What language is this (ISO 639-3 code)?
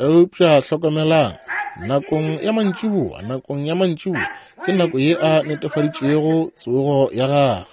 nso